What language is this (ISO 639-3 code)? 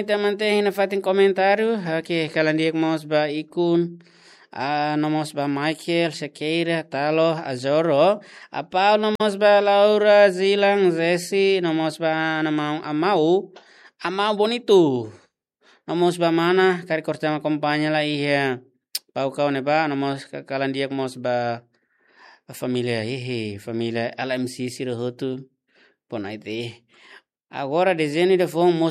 tet